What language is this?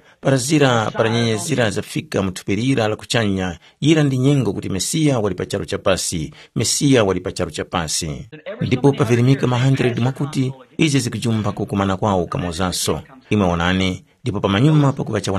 Tumbuka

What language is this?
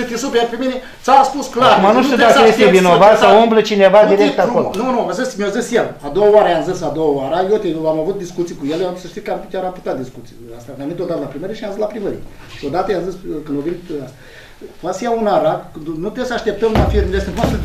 Romanian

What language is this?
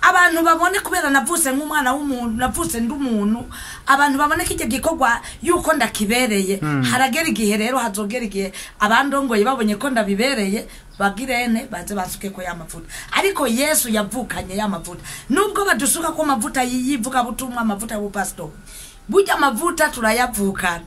Rundi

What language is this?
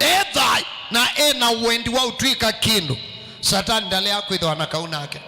Kamba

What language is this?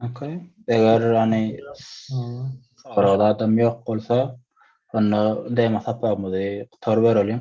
Turkmen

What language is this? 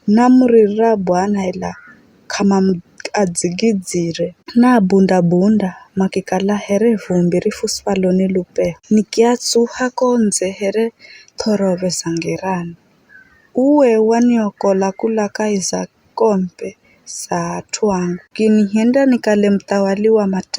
Giryama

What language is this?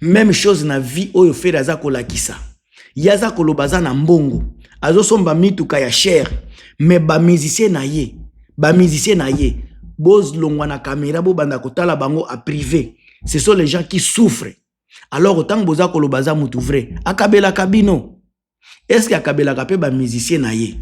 Lingala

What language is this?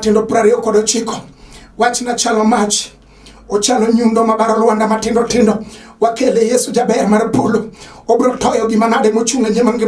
Luo (Kenya and Tanzania)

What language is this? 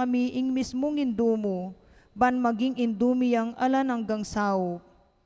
Pampanga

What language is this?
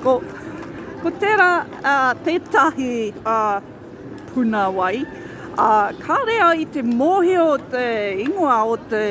Māori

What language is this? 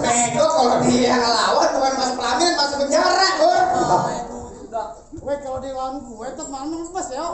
Betawi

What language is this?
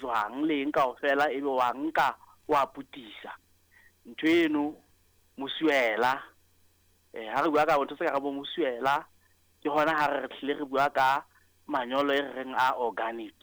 Southern Sotho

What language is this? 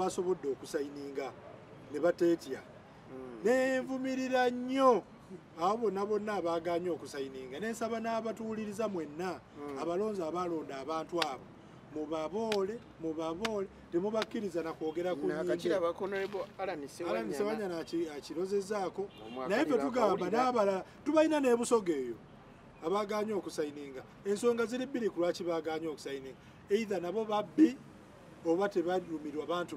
Ganda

